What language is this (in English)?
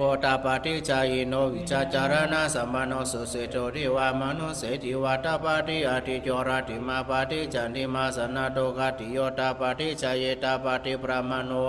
Pali